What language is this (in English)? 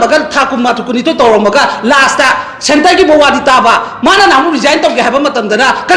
Manipuri